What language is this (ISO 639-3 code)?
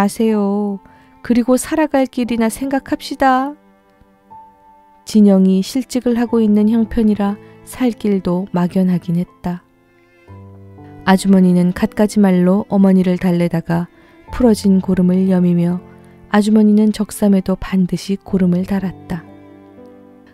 kor